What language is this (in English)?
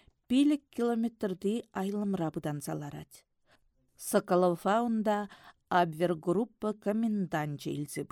Chuvash